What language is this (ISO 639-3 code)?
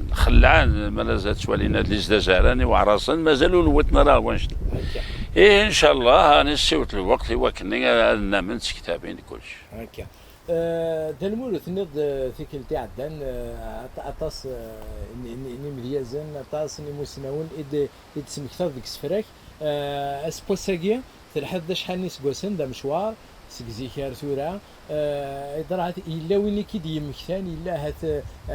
kab